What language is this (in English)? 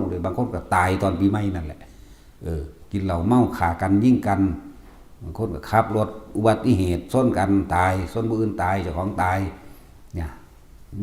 Northeastern Thai